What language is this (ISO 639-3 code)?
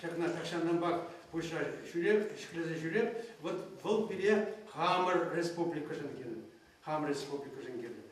chv